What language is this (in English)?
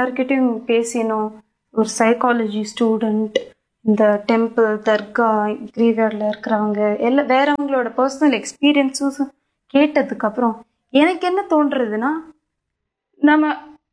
Tamil